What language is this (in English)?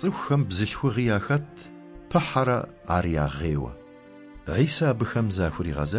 Kabardian